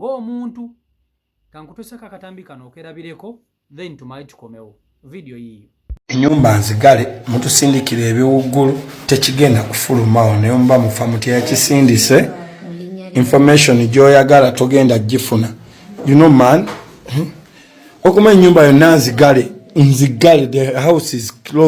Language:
Ganda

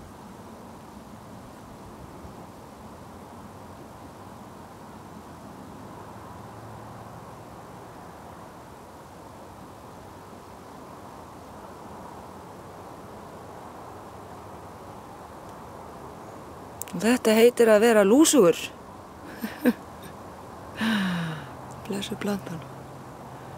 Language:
Icelandic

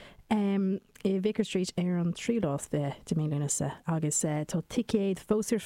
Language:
Irish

